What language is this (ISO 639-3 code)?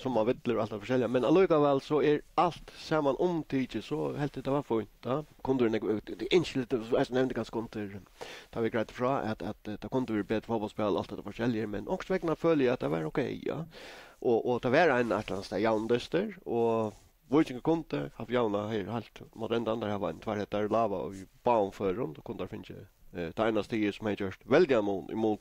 fao